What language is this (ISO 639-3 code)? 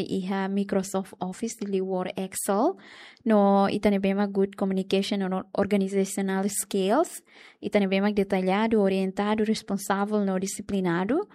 tet